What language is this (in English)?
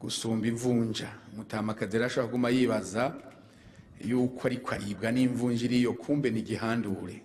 Rundi